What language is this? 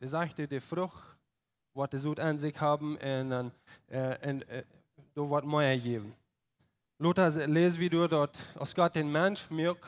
Plautdietsch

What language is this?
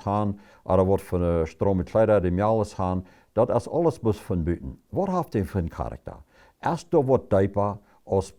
Plautdietsch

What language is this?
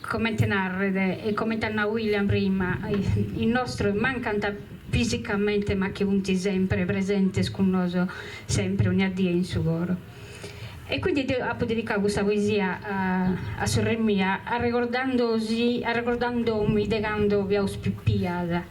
Sardinian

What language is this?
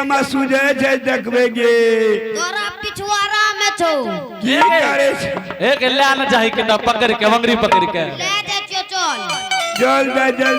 Angika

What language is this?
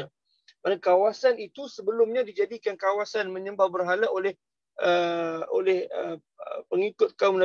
Malay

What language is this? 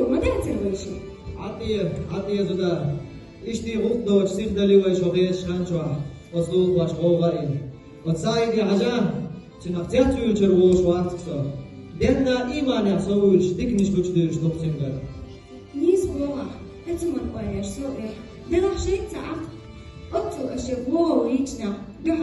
Chechen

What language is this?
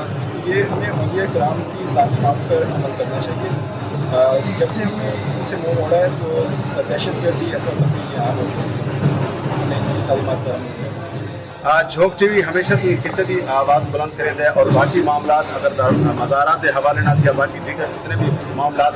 Saraiki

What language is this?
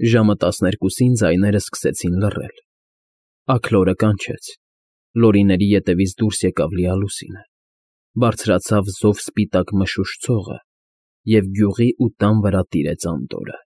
Armenian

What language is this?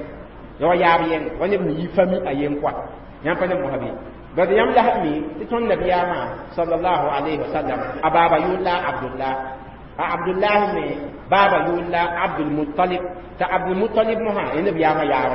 Mossi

